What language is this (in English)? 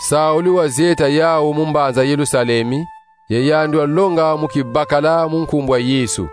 Kongo